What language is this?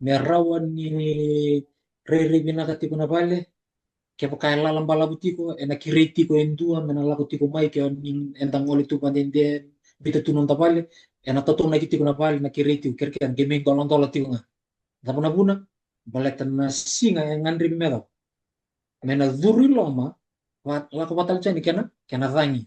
Fijian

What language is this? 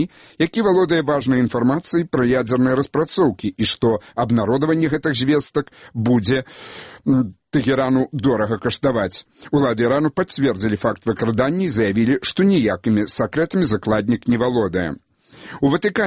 Belarusian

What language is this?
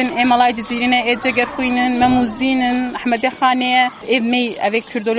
Kurdish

